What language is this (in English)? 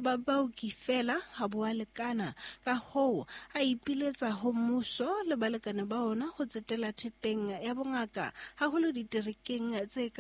Southern Sotho